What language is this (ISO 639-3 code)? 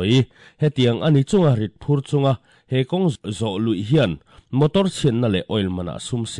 lus